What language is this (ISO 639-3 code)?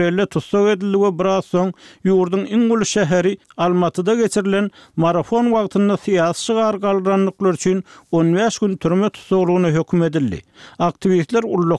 tuk